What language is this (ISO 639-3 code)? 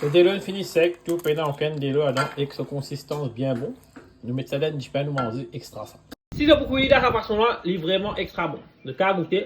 mfe